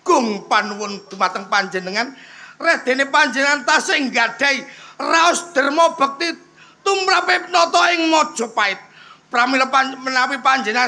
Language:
Javanese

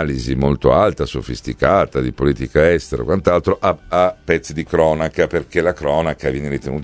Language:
Italian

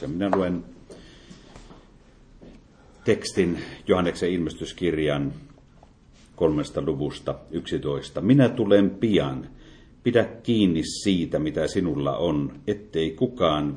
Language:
Finnish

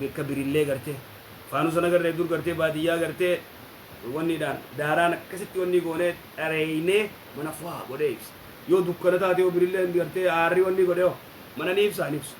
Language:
Oromo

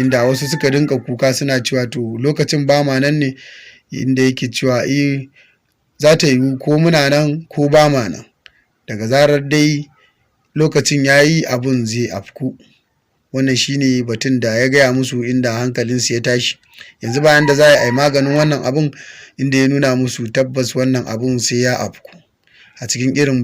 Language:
Hausa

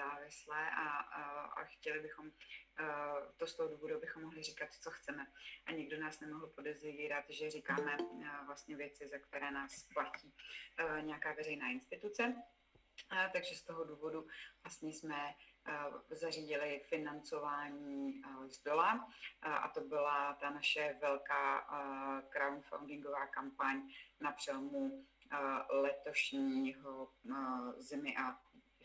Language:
Czech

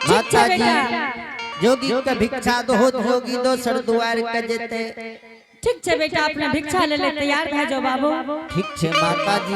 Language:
Angika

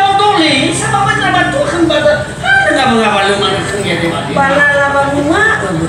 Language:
Nias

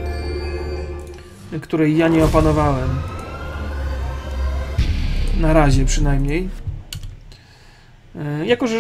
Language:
Polish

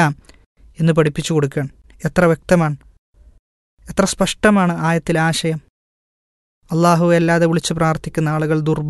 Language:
Malayalam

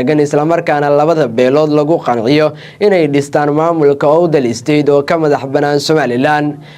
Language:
Somali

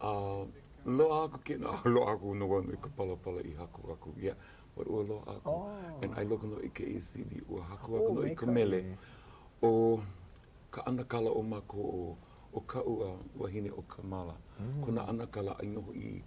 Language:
Hawaiian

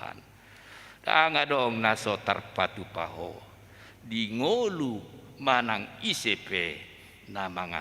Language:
Batak Toba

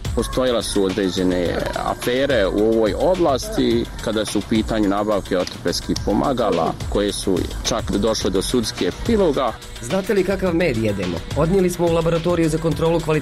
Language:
Bosnian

